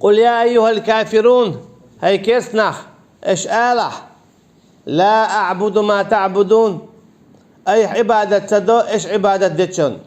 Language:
Chechen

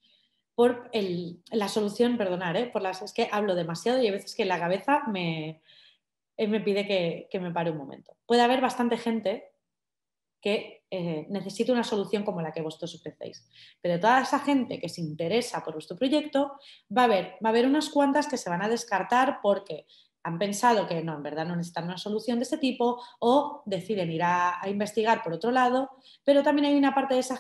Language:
Spanish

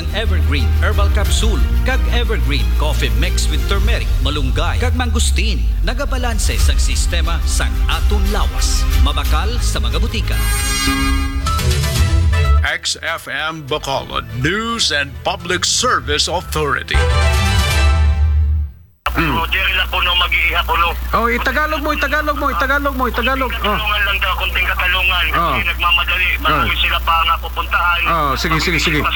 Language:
Hiligaynon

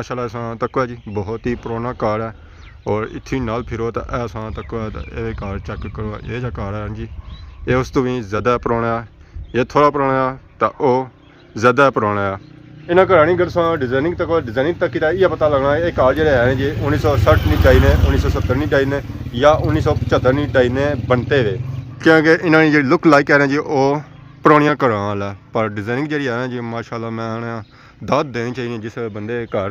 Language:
Pahari-Potwari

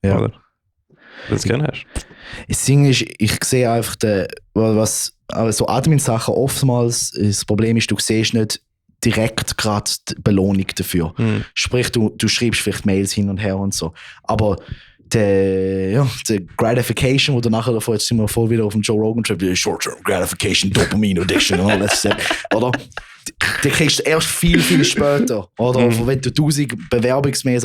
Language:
Swiss German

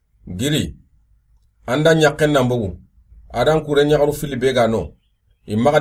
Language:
Soninke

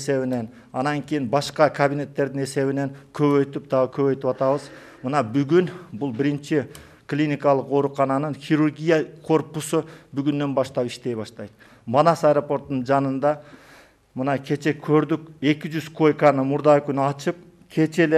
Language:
Kyrgyz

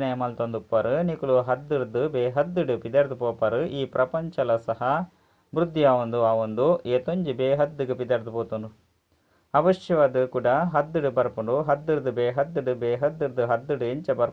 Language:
Tulu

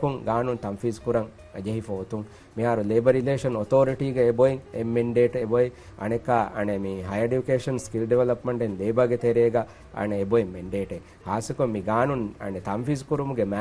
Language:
Divehi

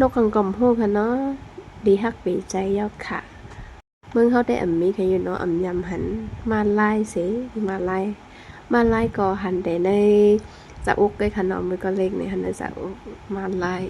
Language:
Shan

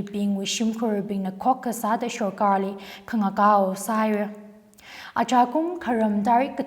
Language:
Tangkhul Naga (India)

